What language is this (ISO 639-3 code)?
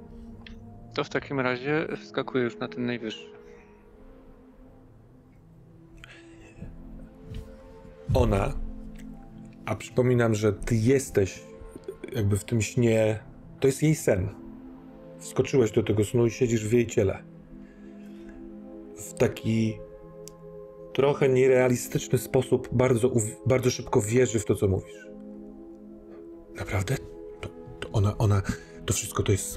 pol